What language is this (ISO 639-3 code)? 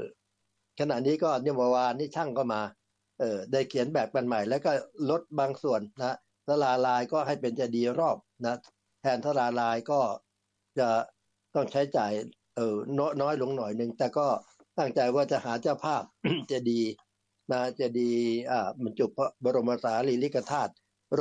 tha